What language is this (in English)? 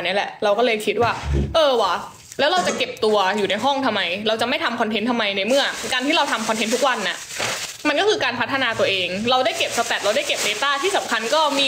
Thai